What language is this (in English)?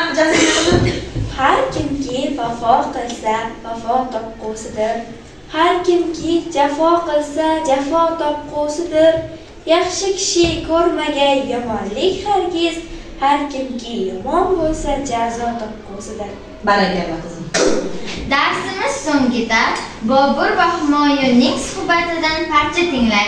Uzbek